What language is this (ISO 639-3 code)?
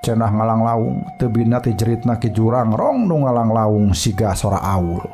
sun